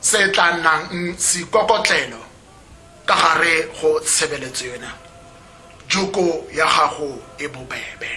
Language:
Tswana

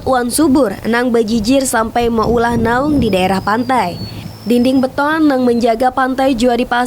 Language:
Banjar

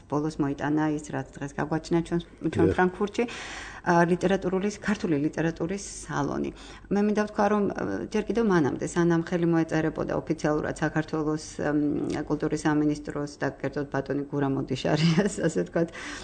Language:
Georgian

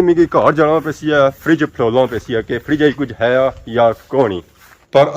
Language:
Pahari-Potwari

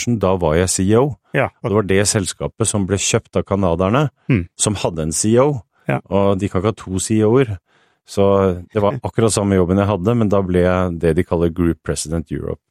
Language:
Norwegian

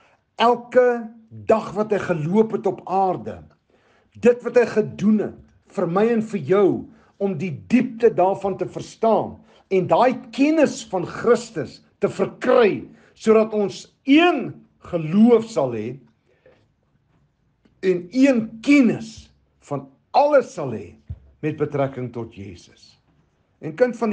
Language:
Afrikaans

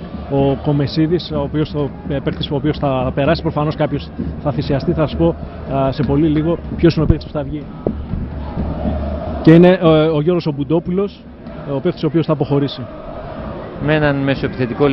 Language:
Greek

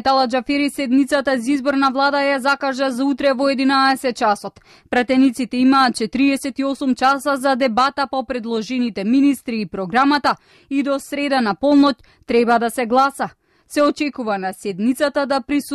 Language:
Macedonian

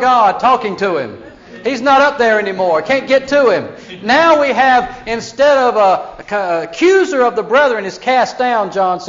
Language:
English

